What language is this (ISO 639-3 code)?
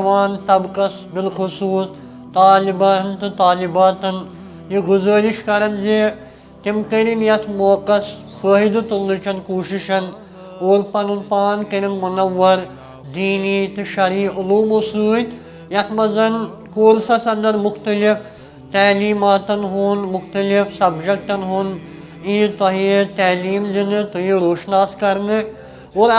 kas